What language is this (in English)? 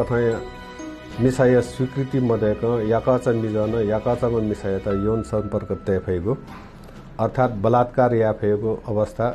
Newari